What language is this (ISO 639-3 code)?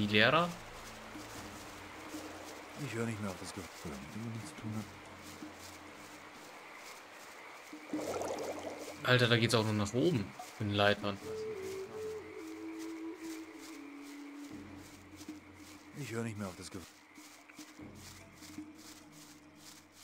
deu